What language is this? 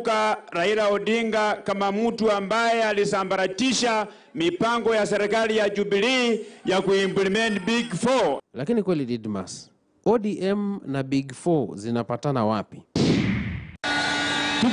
Swahili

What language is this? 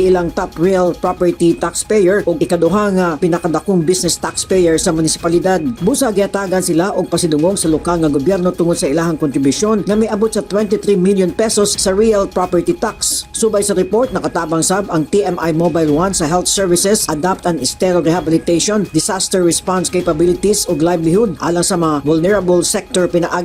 Cebuano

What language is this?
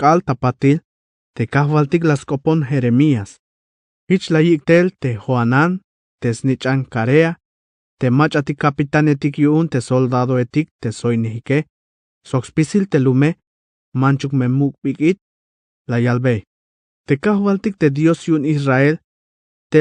Tzeltal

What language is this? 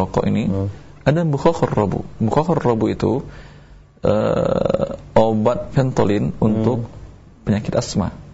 Indonesian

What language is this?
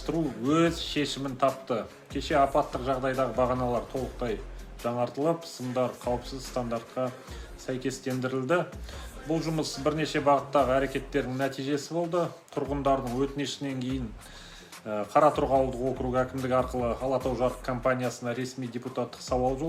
Kazakh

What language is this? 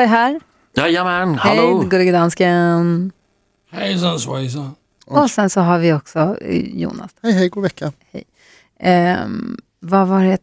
Swedish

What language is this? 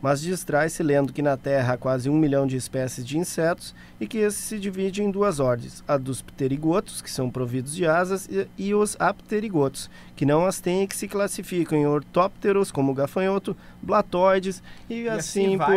Portuguese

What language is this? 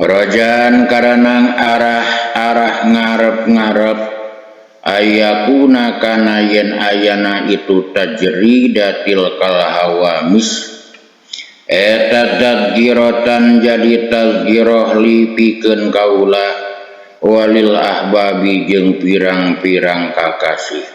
Sundanese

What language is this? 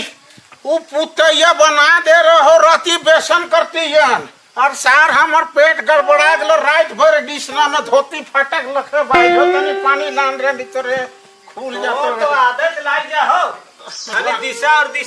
Sadri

